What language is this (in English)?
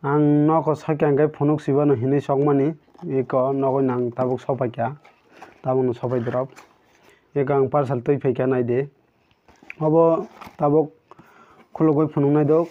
Kok Borok